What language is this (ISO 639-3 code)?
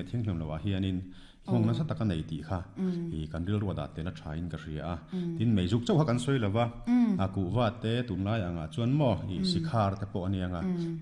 lus